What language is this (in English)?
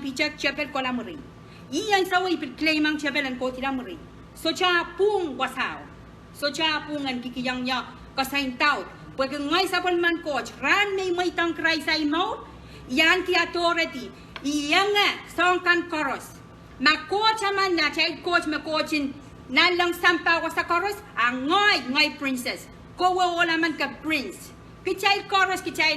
Pohnpeian